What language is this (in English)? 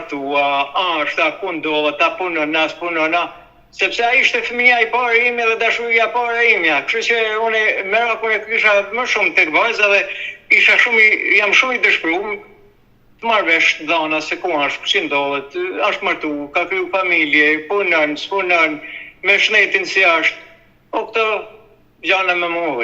Albanian